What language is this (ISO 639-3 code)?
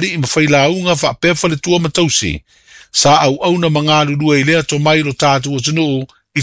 smo